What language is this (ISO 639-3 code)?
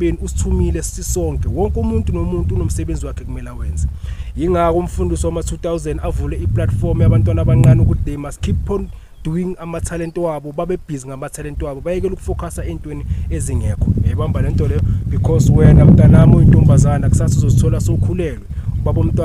zul